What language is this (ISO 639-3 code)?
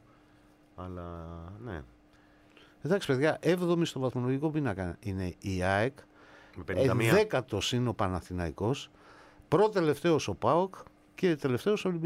ell